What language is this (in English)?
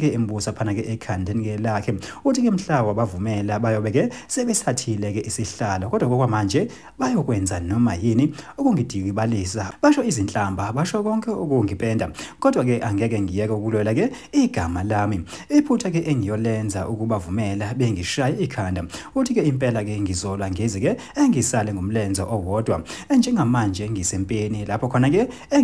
Zulu